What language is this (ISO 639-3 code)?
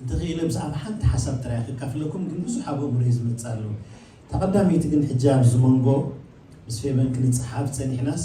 tir